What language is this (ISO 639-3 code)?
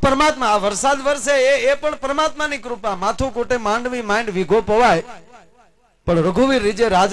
guj